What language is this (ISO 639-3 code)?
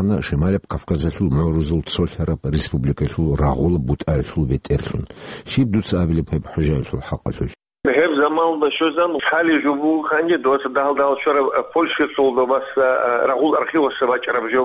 ava